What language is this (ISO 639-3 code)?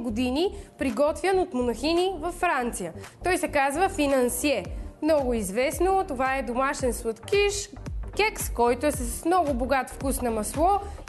bul